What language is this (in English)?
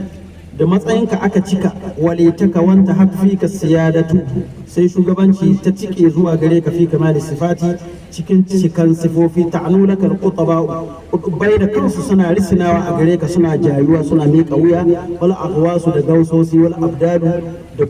Hausa